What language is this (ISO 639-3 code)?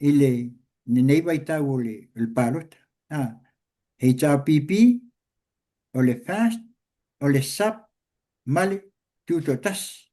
smo